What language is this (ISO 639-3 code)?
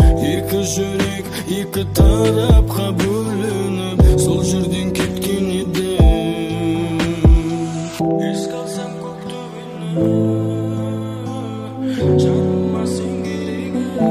kaz